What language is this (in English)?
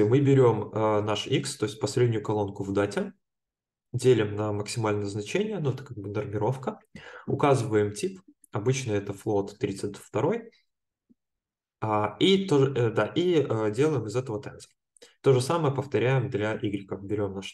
Russian